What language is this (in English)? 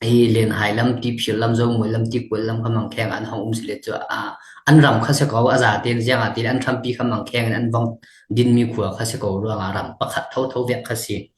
Falam Chin